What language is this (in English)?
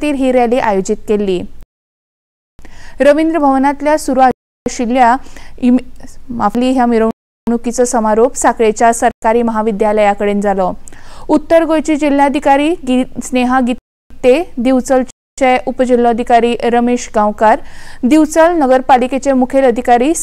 Konkani